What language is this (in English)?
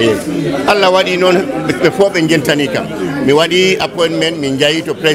Fula